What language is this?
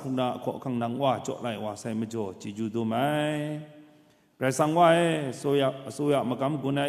Kachin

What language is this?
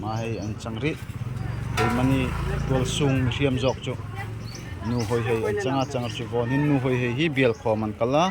Darlong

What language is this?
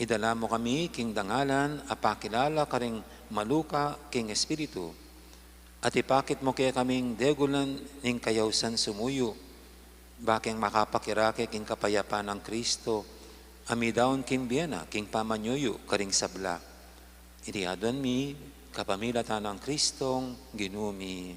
Pampanga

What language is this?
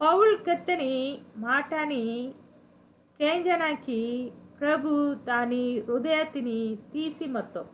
Koya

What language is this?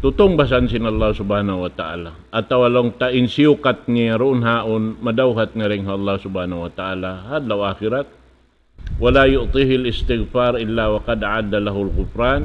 Tausug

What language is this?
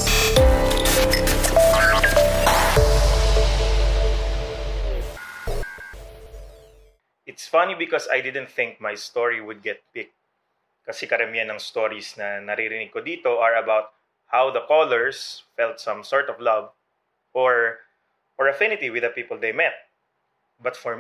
Filipino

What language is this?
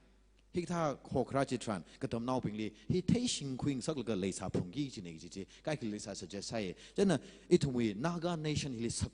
Tangkhul Naga (India)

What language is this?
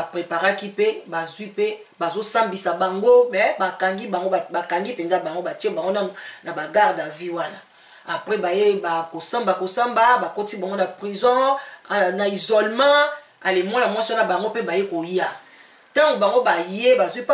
Lingala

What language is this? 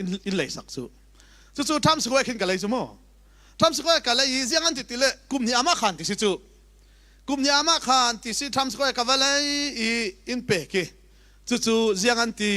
Falam Chin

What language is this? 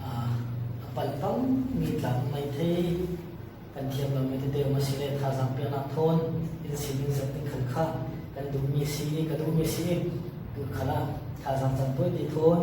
Falam Chin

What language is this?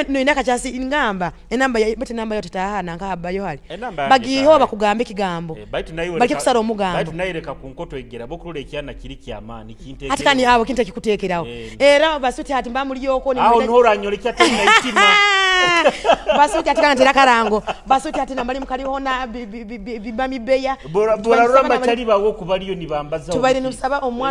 Nyoro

